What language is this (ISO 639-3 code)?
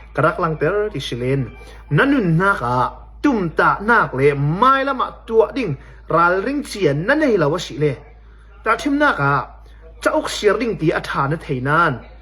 cnh